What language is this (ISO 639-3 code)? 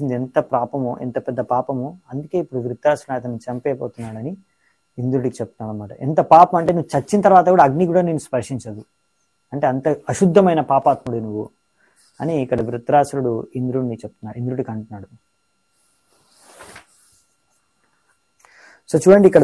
tel